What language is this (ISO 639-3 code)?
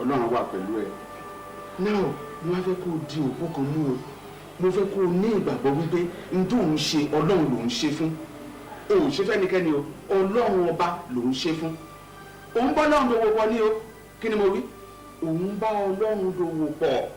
yor